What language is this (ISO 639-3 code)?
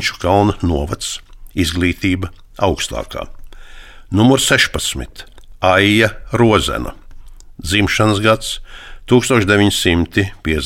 lav